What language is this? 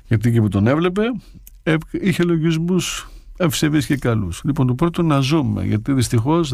Greek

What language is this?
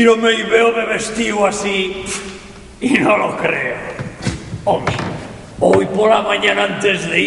Asturian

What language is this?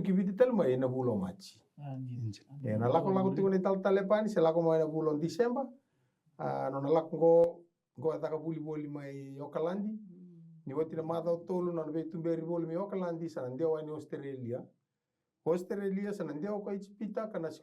Fijian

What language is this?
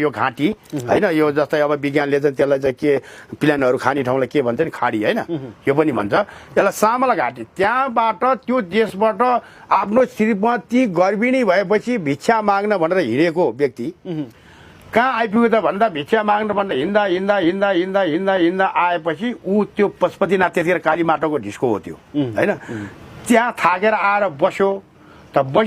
Nepali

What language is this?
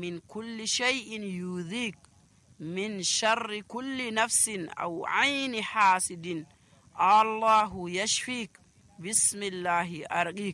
Nigerian Fulfulde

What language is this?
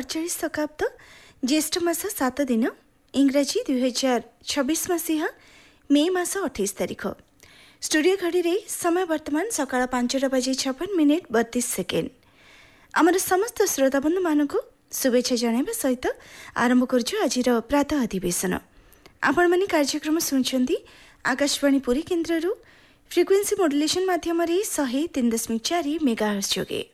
Odia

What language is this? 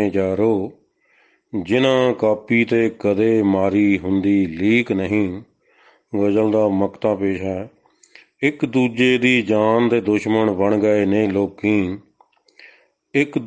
Punjabi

